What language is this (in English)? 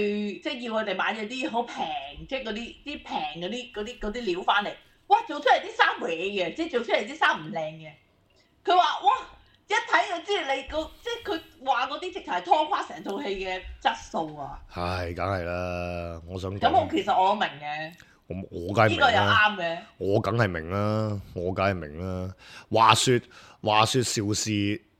Cantonese